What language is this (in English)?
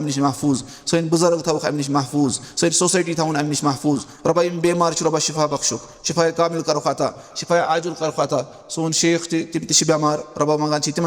Kashmiri